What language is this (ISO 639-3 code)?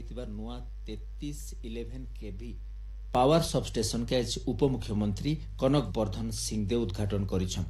ori